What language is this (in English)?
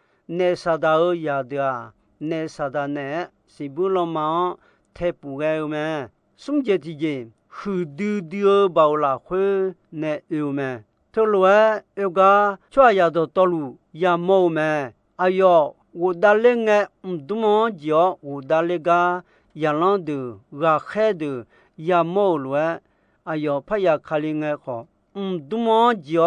Akha